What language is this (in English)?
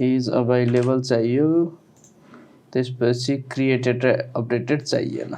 Nepali